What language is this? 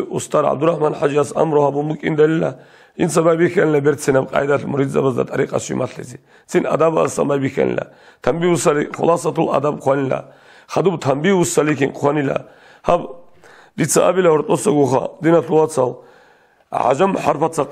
Avaric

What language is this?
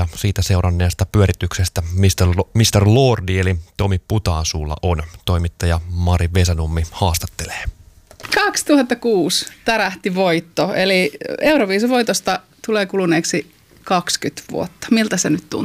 Finnish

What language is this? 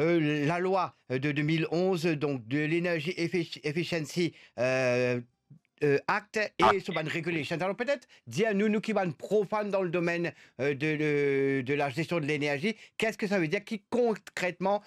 Morisyen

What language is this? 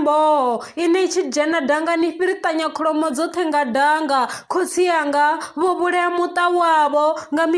Venda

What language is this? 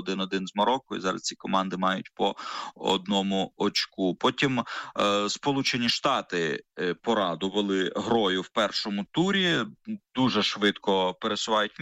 Ukrainian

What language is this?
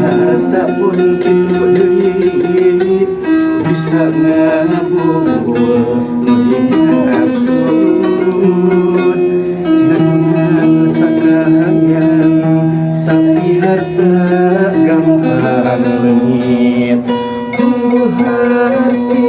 Sundanese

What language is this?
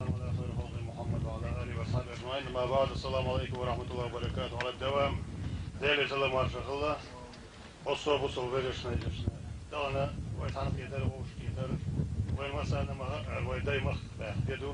Chechen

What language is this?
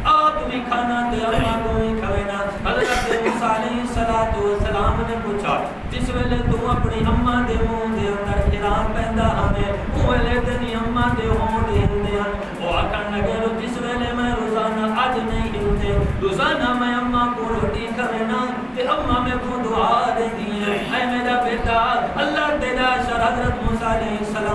Saraiki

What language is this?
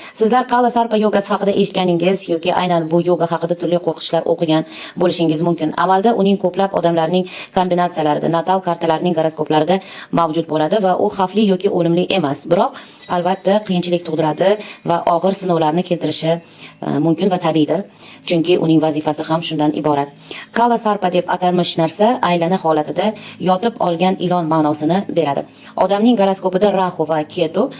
Uzbek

